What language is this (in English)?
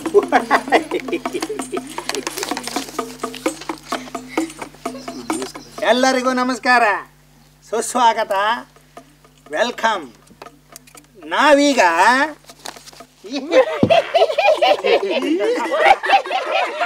Kannada